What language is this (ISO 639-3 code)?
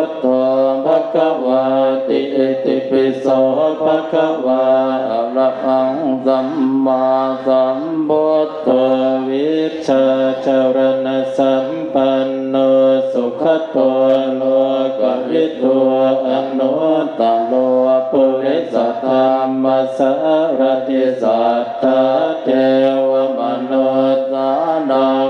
pli